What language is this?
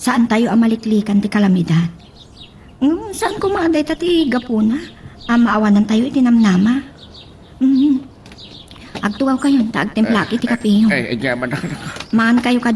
Iloko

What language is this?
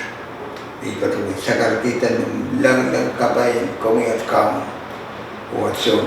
Pohnpeian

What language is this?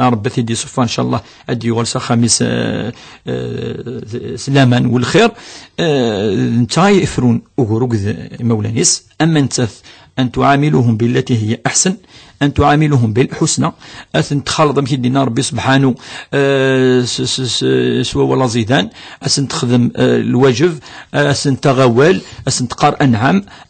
Kabyle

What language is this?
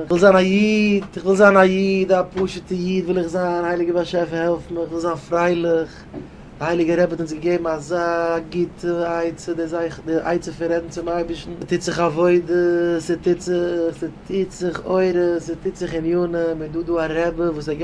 Yiddish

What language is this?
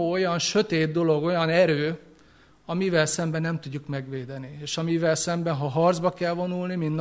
Hungarian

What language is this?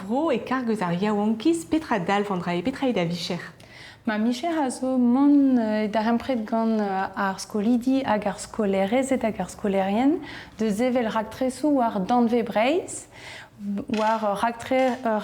Breton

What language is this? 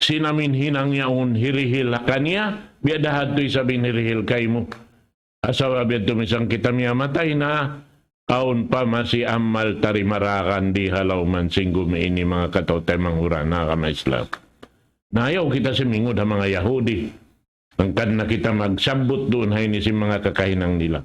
Tausug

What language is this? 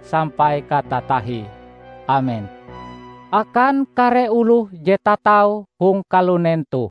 Ngaju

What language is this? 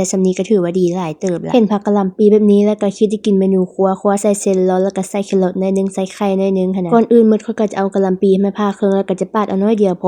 Lao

